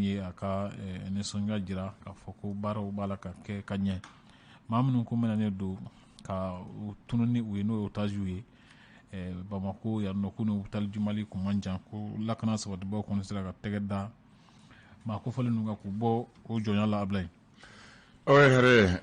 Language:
Bambara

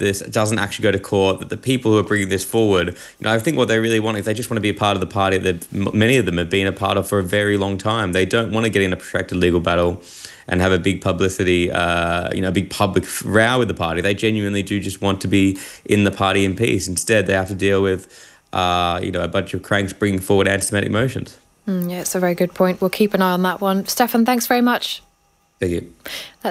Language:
English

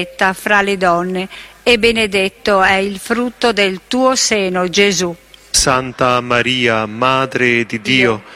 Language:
Italian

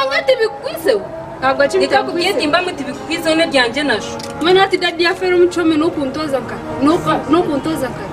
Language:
Nyankole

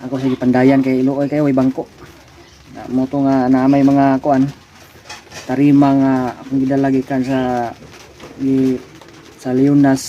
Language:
Cebuano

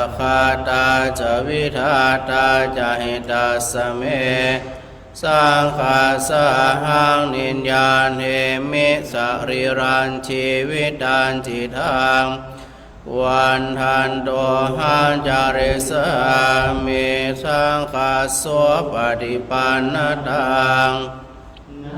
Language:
Pali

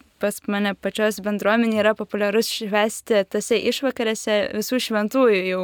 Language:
Lithuanian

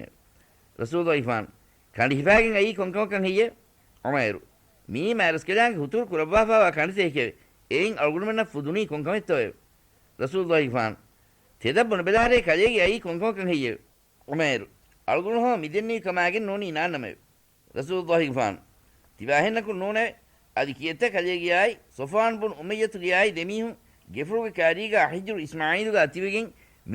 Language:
Divehi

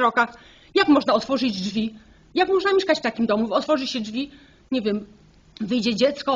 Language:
Polish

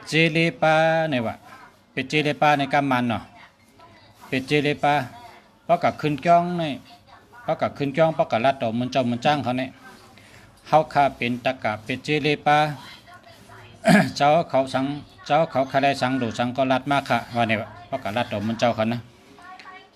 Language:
Shan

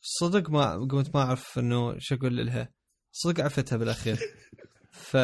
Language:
Mesopotamian Arabic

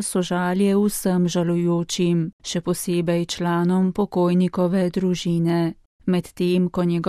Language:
Slovenian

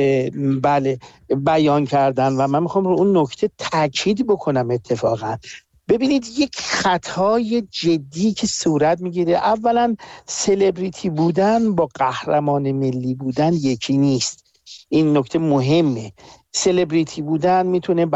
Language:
Persian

